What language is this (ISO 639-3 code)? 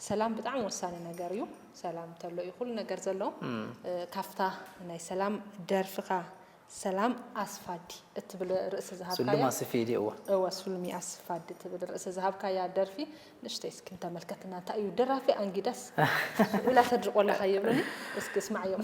tir